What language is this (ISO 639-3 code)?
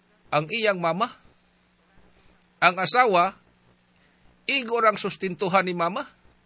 fil